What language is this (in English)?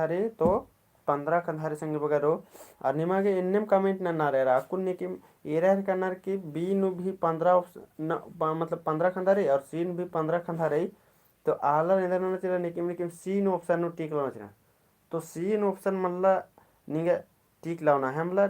Kurukh